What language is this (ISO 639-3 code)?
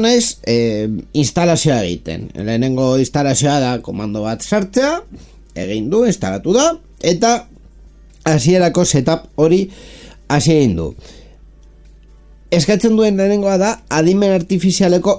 eus